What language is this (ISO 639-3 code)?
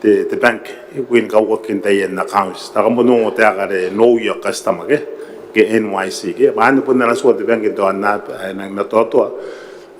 gil